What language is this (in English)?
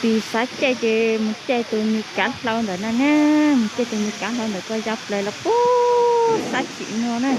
Hmong